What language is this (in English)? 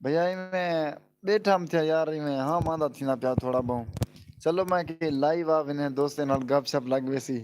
Saraiki